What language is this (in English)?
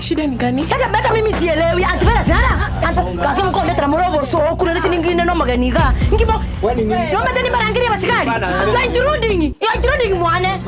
Gusii